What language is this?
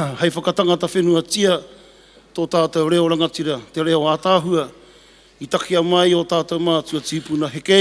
Māori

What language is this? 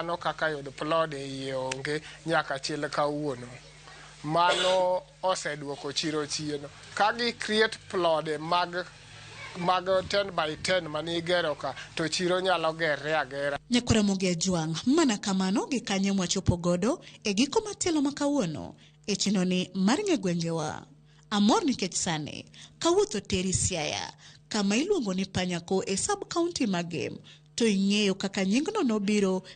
Luo (Kenya and Tanzania)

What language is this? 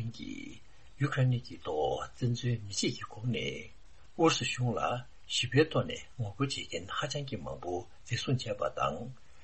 Tibetan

